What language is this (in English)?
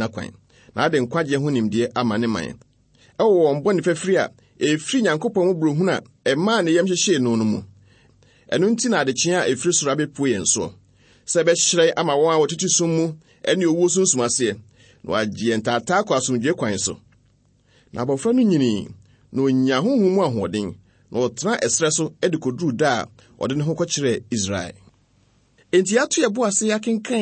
Akan